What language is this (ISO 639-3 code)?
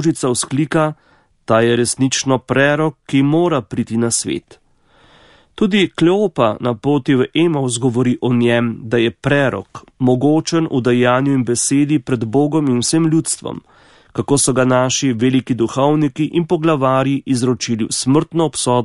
slv